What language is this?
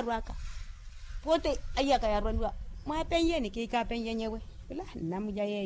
Makhuwa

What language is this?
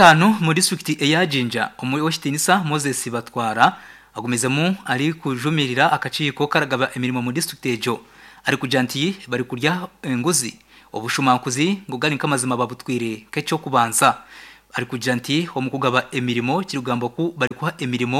Nyankole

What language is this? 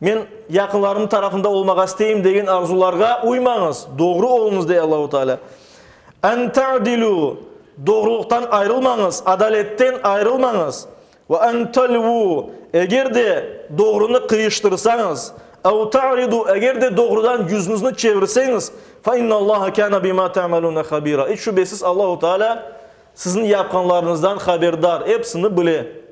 Crimean Tatar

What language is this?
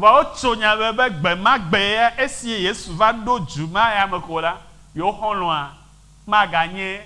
Ewe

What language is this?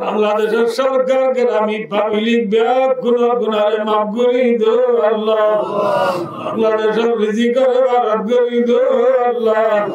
Rohingya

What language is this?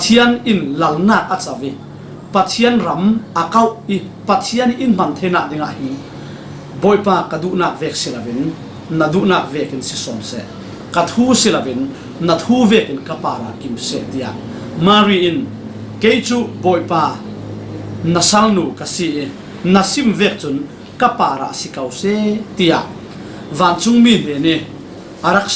Falam Chin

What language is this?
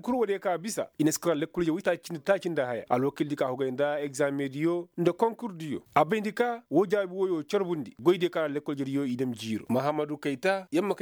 Koyraboro Senni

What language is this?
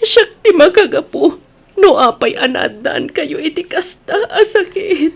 Iloko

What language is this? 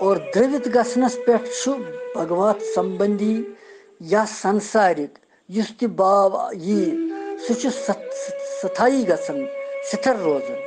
Kashmiri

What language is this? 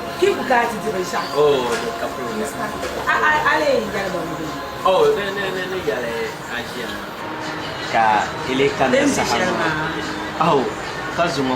Dagbani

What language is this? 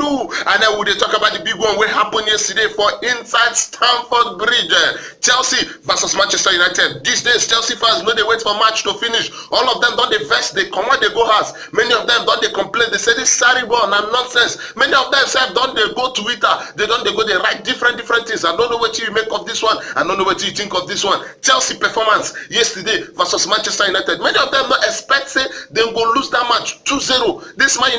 Nigerian Pidgin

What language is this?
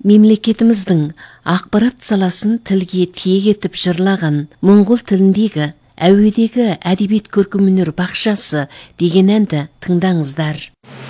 Kazakh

